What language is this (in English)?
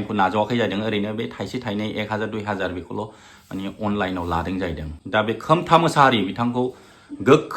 Bodo